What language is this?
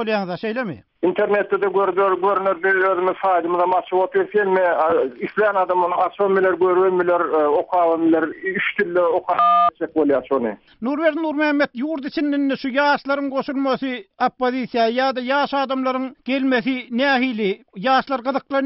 Turkmen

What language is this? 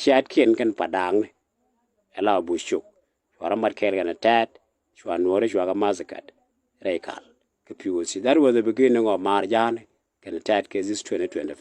Nuer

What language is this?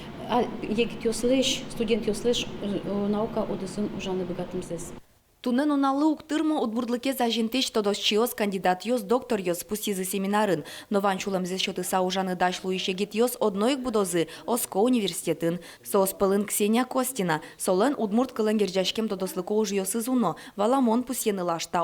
Udmurt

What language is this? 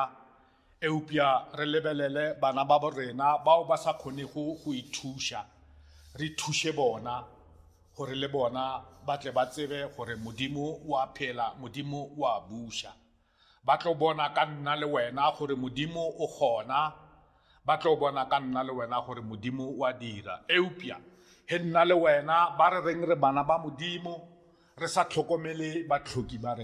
Northern Sotho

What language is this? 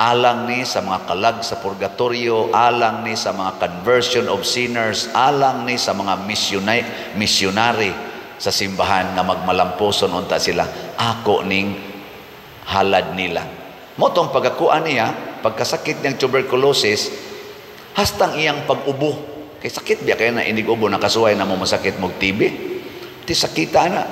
Cebuano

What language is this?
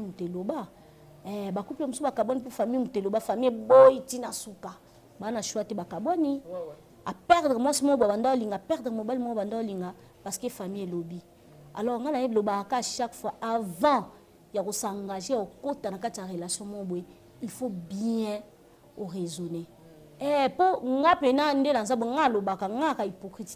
Lingala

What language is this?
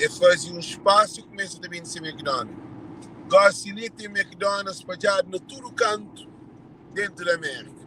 Kabuverdianu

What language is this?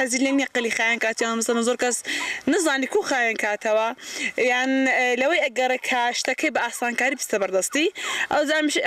Central Kurdish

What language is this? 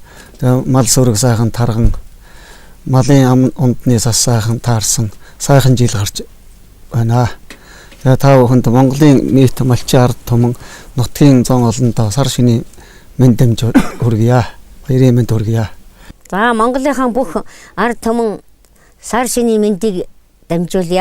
Mongolian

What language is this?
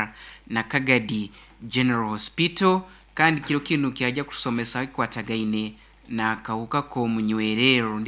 Nyoro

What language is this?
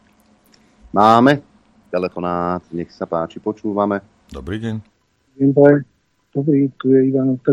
Slovak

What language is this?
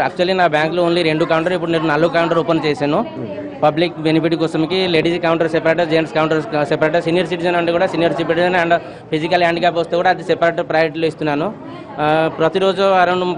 Telugu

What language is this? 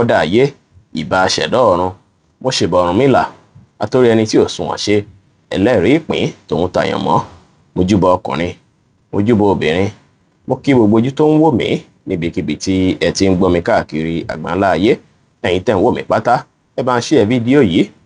Yoruba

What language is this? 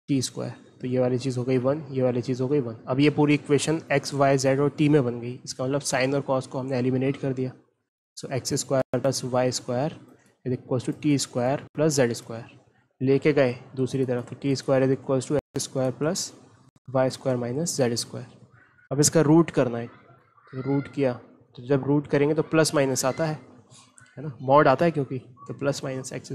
Hindi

